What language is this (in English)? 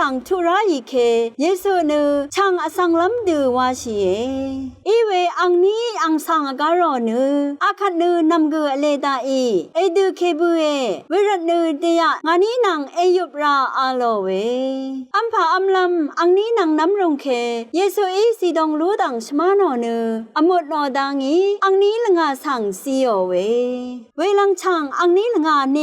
Rawang